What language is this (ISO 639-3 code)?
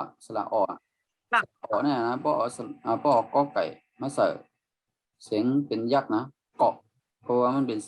shn